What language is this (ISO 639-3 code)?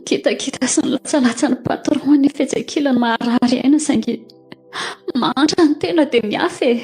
mlg